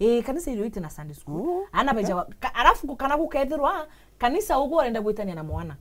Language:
Meru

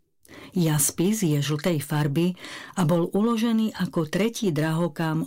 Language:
Slovak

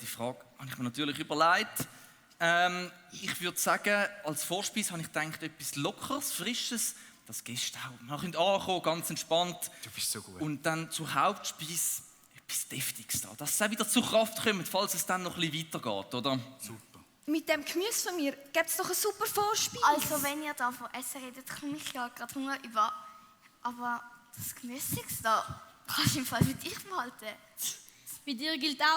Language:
Swiss German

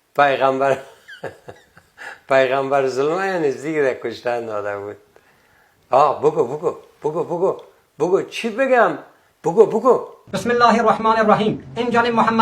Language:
Persian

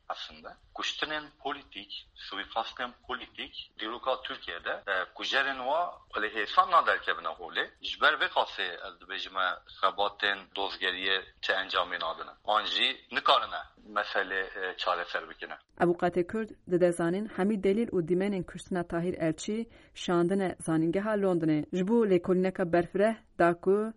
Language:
Kurdish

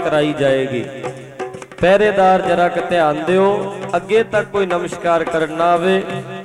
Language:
Punjabi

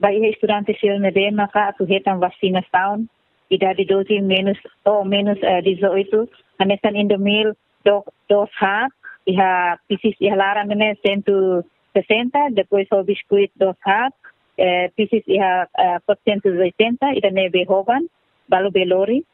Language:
Tetum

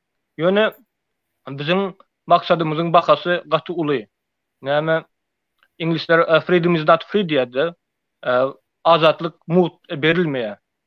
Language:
Turkmen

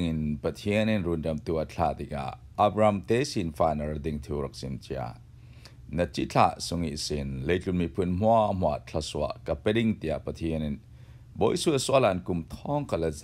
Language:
Falam Chin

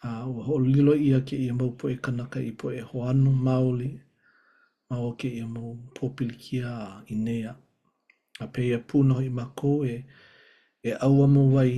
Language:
Hawaiian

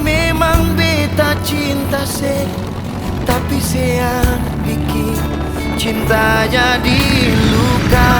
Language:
Ambonese Malay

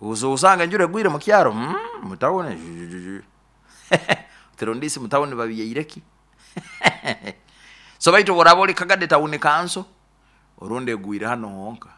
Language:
Nyoro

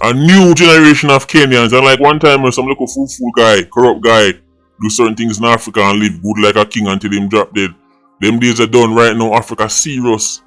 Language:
Jamaican Creole English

